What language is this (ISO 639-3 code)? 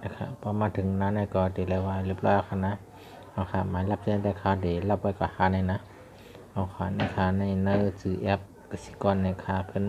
shn